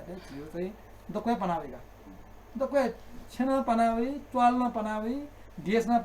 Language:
Newari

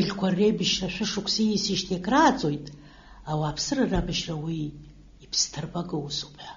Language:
Abkhazian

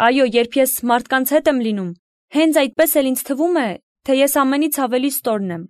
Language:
Armenian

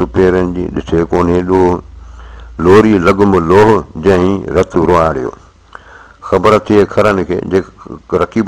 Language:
Sindhi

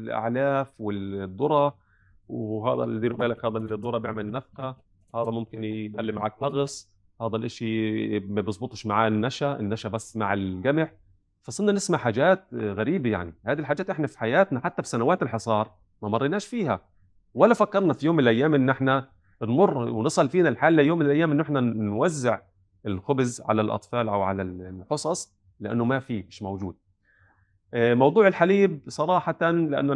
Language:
North Levantine Arabic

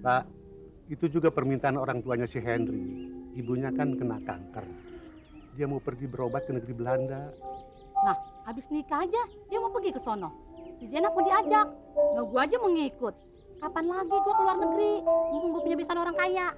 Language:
Betawi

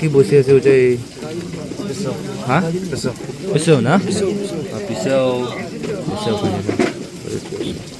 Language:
Naga Pidgin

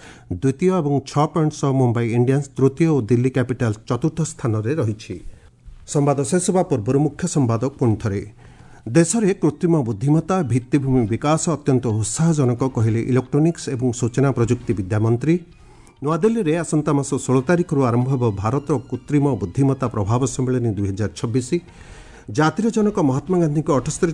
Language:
Odia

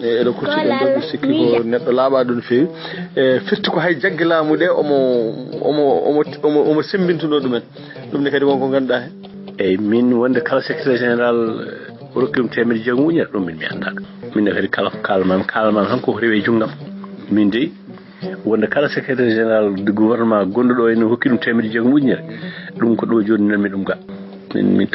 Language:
Fula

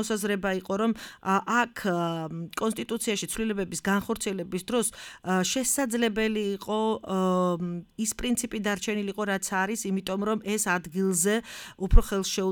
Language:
Georgian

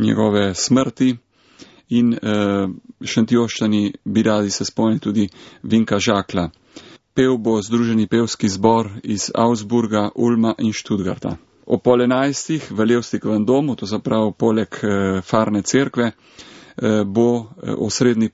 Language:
Slovenian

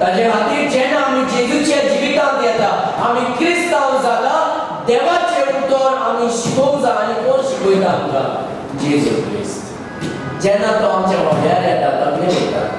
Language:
Konkani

